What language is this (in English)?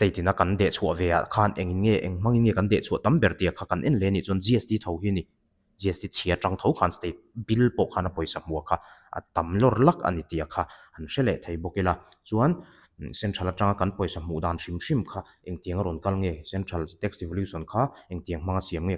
Mizo